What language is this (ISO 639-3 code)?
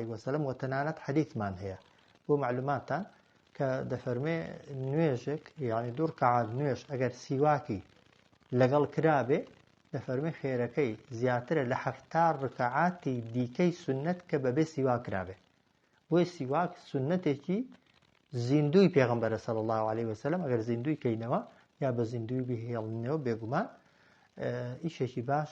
ckb